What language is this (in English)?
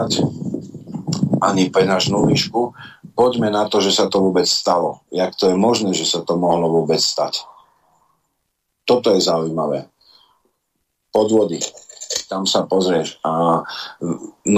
Slovak